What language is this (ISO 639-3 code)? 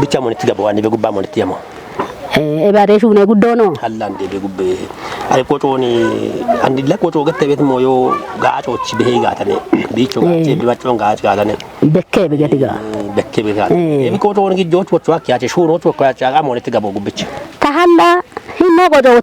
kbr